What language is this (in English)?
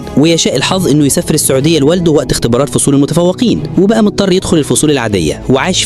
Egyptian Arabic